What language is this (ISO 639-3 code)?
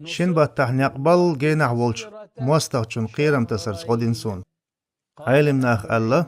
che